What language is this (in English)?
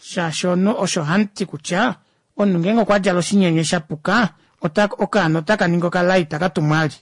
Kuanyama